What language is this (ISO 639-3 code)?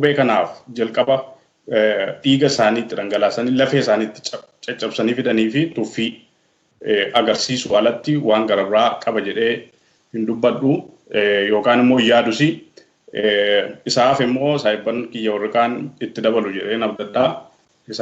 orm